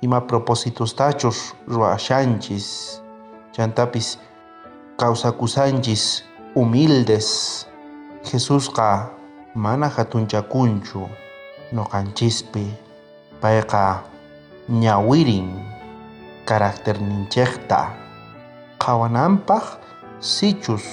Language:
South Bolivian Quechua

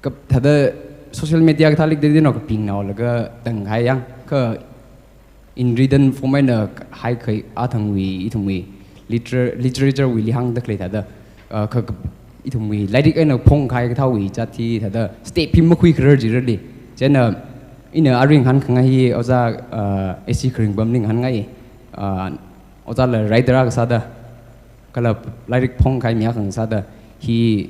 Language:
Tangkhul Naga (India)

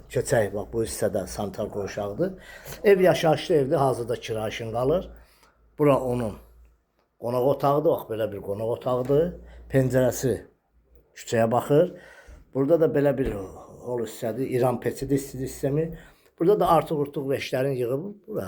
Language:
Azerbaijani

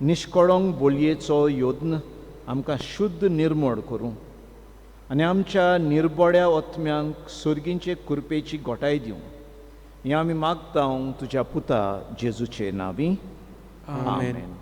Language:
Konkani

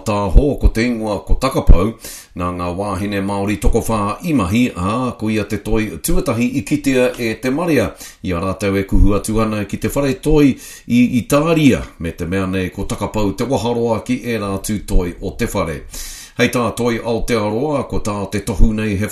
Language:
Māori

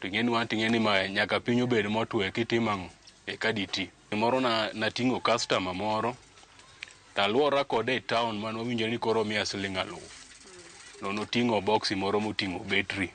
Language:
Luo (Kenya and Tanzania)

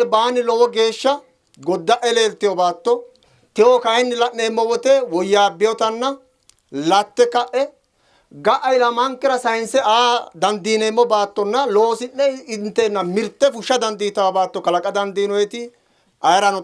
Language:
Sidamo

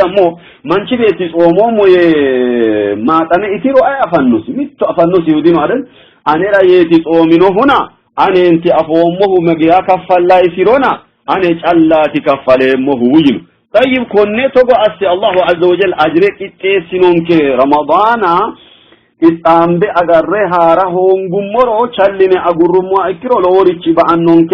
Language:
Sidamo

